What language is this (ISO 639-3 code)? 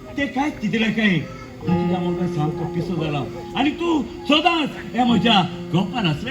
kok